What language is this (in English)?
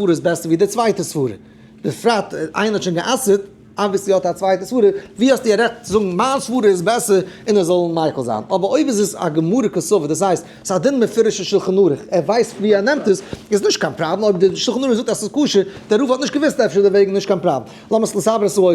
Yiddish